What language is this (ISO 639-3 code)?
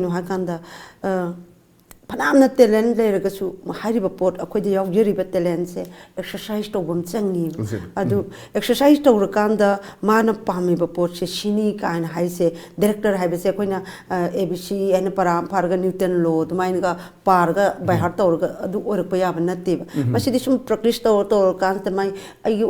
mni